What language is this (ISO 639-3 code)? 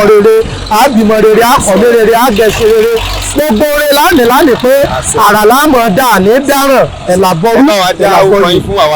yor